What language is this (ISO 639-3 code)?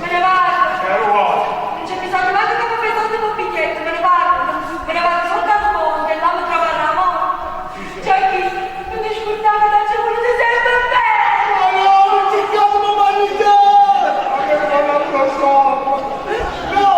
nap